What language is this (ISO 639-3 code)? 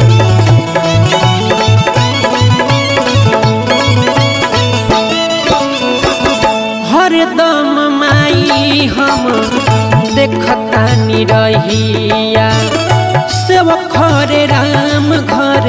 bho